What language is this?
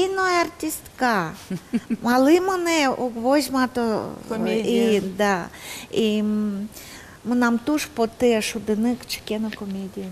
Udmurt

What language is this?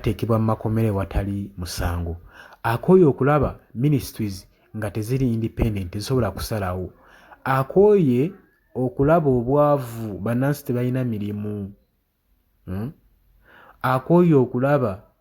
Ganda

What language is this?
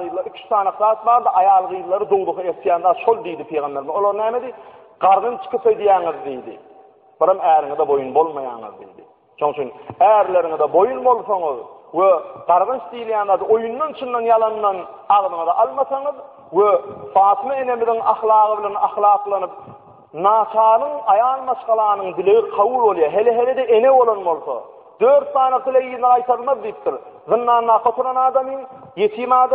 Turkmen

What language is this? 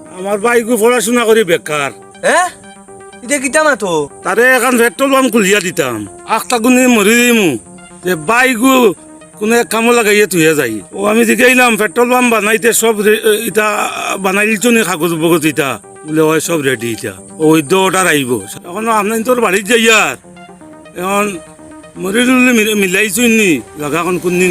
Sylheti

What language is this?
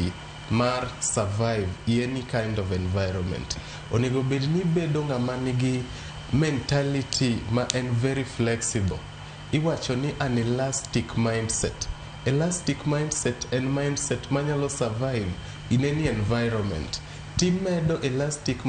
Luo (Kenya and Tanzania)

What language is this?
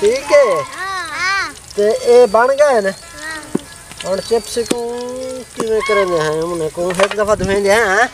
Saraiki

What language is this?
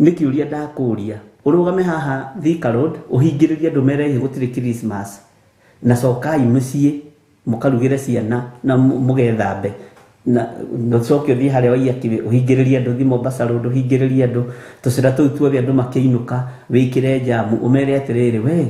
Kikuyu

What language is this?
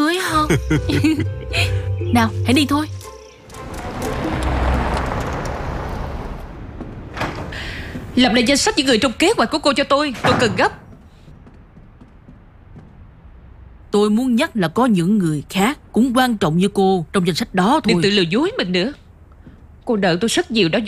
Vietnamese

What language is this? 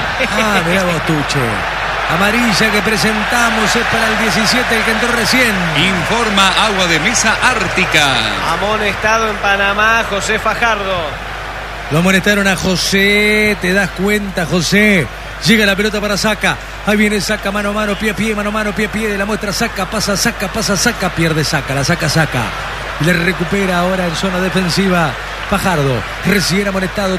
Spanish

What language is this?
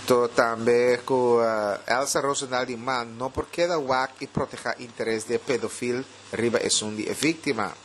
Papiamento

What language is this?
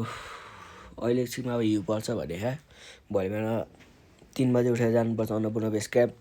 Nepali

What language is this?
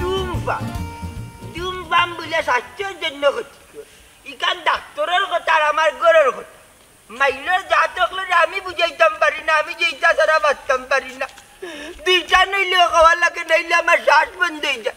Sylheti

